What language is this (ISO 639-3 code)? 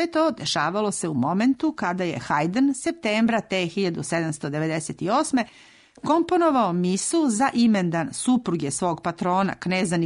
srp